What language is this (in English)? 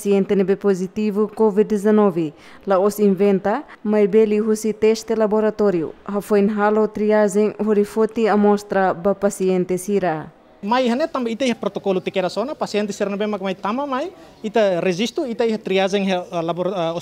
Tetum